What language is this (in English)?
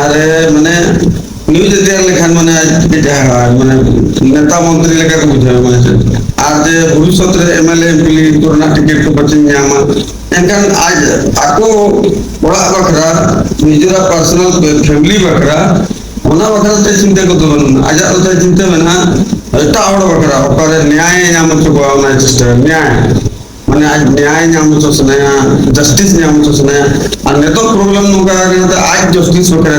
Santali